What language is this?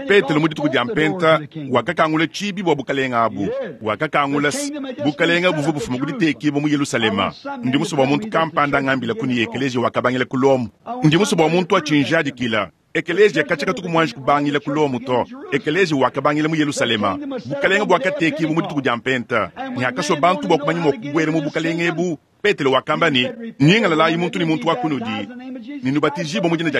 Luba-Lulua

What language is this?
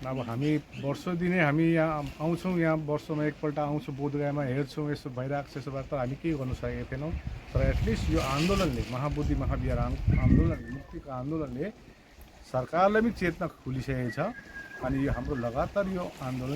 Nepali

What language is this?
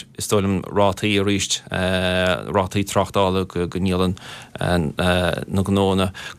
Irish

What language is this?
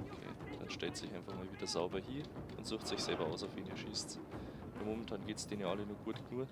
Bavarian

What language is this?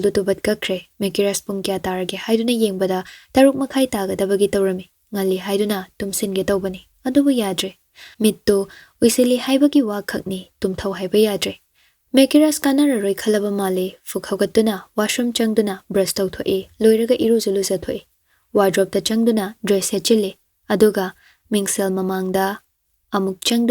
Manipuri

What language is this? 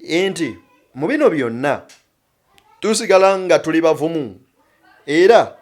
Ganda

